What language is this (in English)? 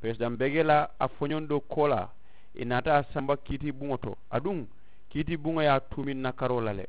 Mandingo